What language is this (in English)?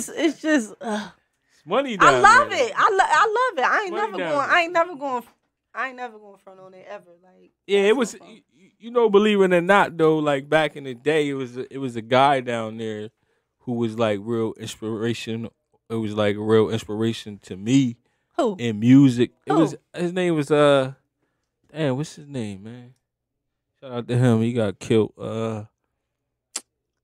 English